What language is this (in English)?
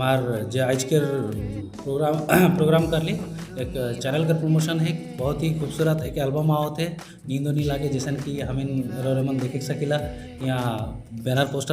Sadri